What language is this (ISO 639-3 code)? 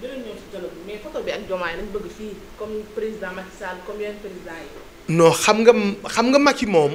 wol